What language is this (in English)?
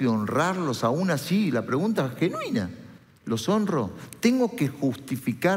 Spanish